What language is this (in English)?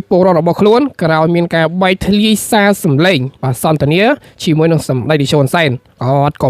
Khmer